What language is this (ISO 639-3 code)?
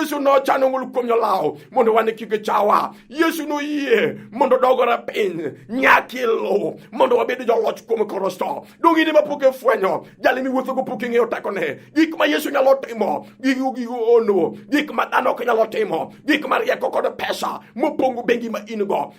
luo